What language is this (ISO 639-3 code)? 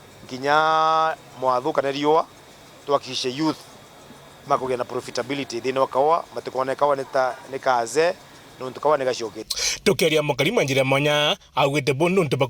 mer